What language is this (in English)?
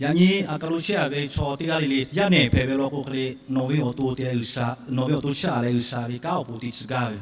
Lahu